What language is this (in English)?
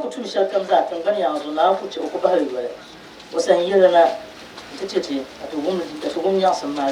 Dagbani